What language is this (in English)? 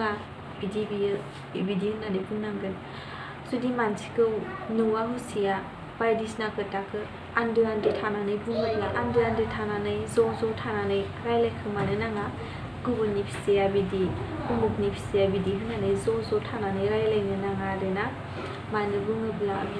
Bodo